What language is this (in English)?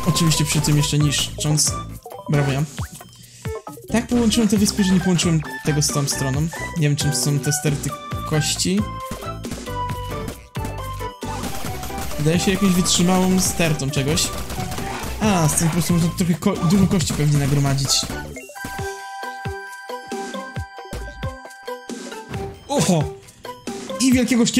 Polish